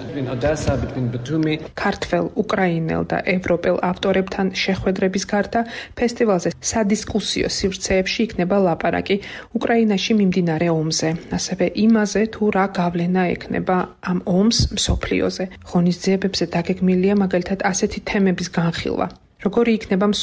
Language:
Georgian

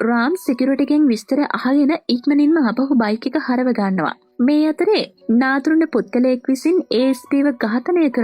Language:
Sinhala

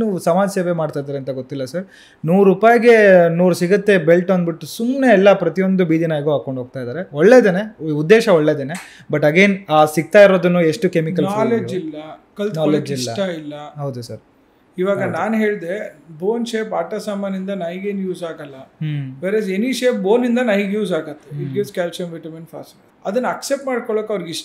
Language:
Kannada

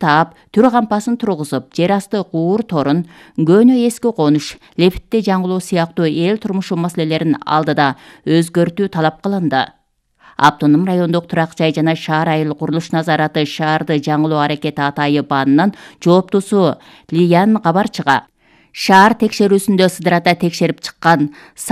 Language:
Kyrgyz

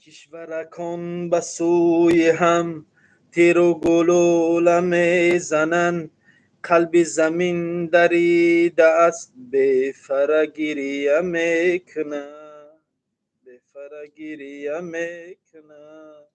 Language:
Tajik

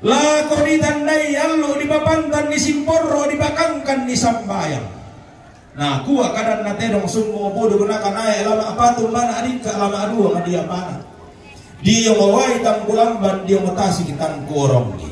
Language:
Toraja-Sa'dan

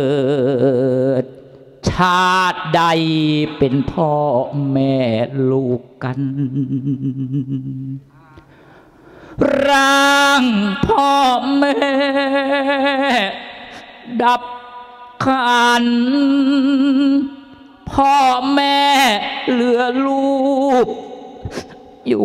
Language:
Thai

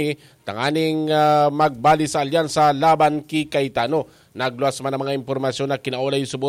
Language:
Bikol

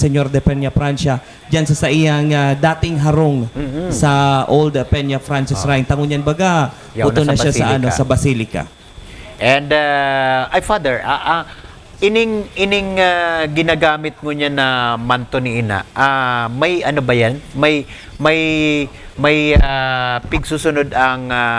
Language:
Bikol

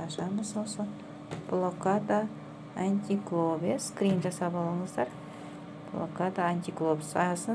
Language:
Kazakh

